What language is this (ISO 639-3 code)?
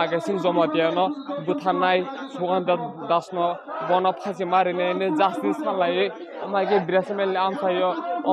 trp